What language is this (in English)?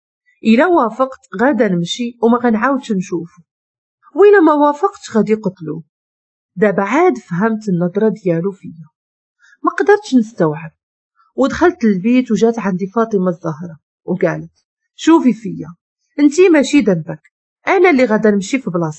Moroccan Arabic